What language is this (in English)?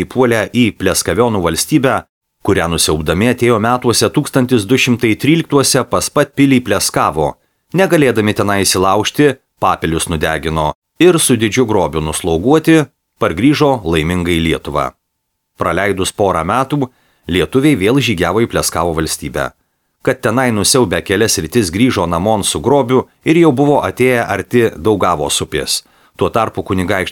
Lithuanian